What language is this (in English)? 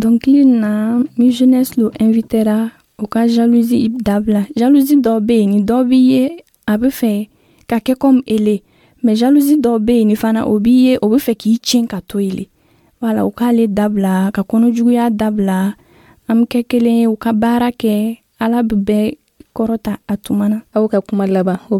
Dyula